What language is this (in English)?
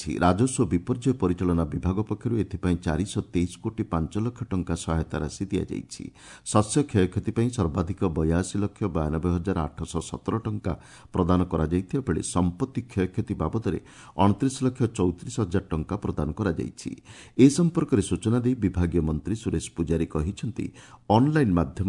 Odia